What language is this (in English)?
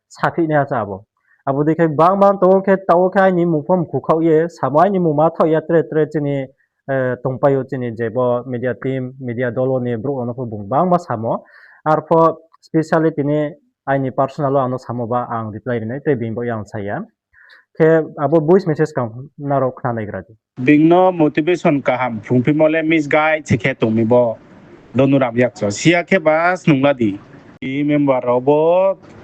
Riang (India)